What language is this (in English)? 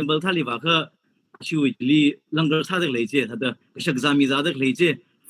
Tangkhul Naga (India)